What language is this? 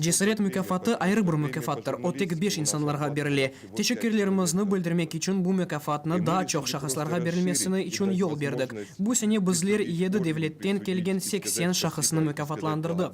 Crimean Tatar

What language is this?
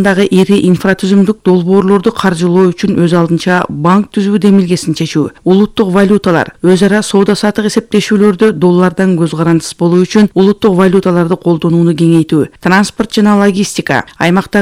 Kyrgyz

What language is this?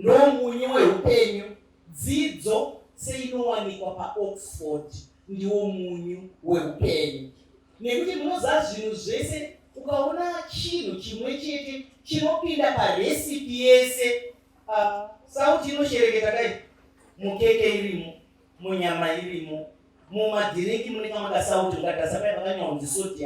Shona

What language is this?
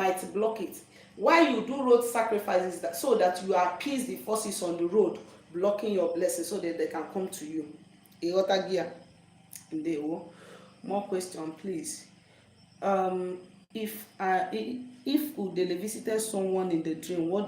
Igbo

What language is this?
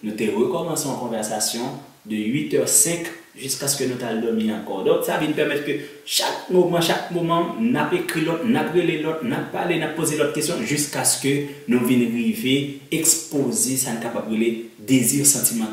Haitian Creole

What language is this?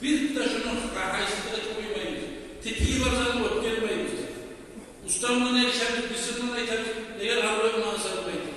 Kumyk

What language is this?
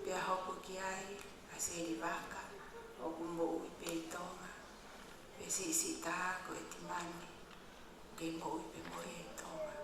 Tongan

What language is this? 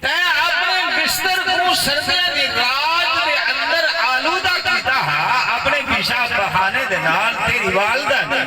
Saraiki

